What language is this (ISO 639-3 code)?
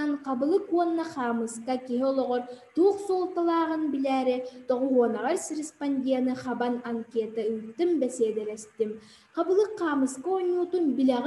sah